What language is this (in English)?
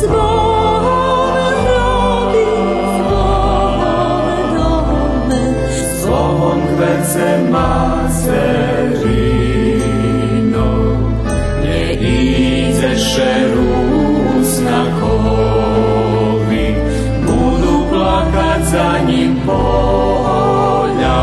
Rusyn